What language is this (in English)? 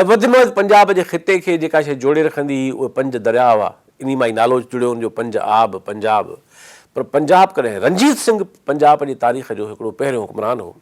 Sindhi